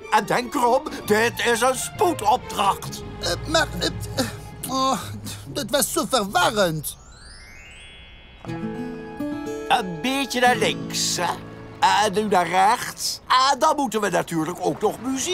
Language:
Dutch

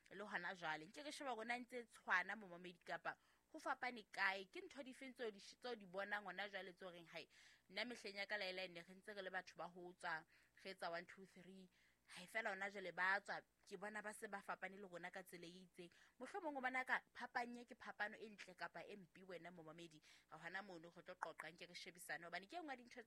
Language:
Southern Sotho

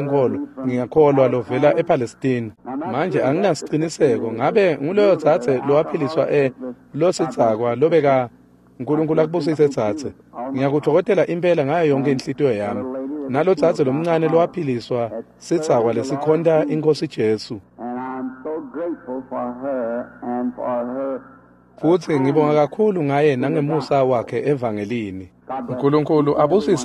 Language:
Swati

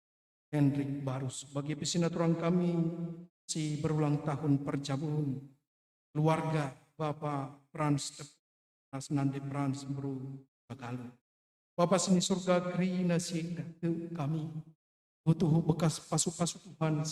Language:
Batak Karo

